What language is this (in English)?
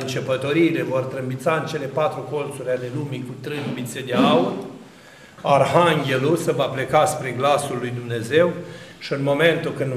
Romanian